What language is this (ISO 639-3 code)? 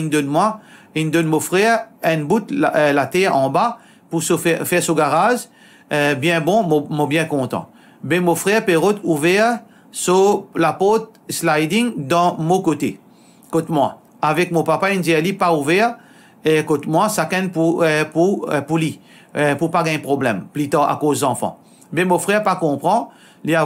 mfe